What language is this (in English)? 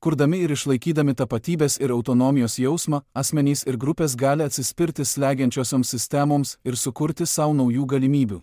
Lithuanian